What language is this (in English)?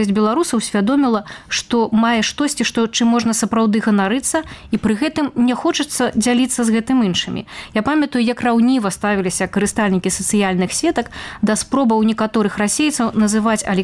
Belarusian